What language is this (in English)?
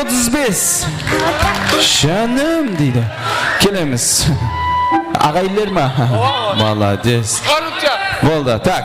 Kara-Kalpak